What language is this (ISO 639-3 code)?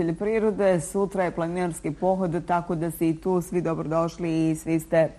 bos